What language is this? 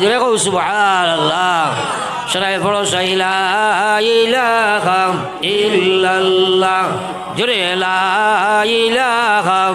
Sylheti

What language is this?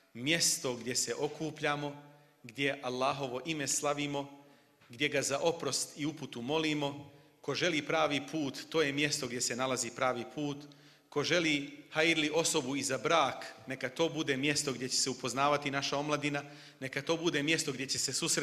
Bosnian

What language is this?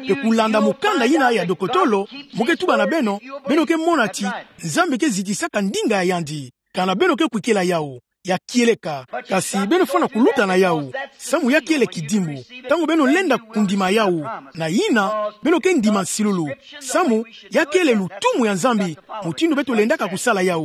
Kituba (Democratic Republic of Congo)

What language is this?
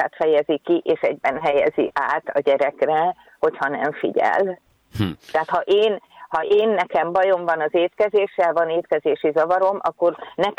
Hungarian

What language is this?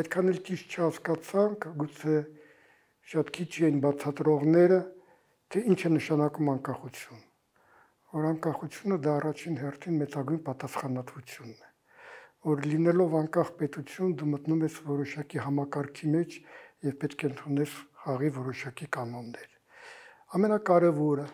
Armenian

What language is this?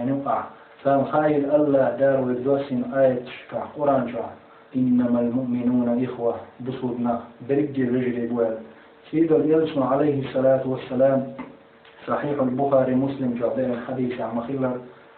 Chechen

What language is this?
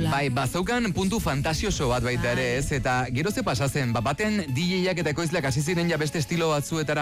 Basque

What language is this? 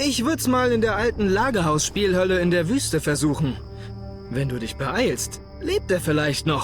Bavarian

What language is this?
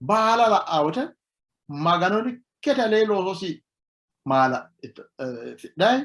Sidamo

